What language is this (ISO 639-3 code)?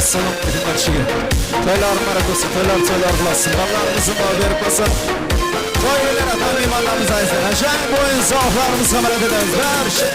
kaa